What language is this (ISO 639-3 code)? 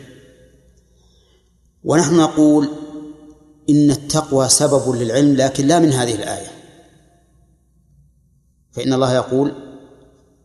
ara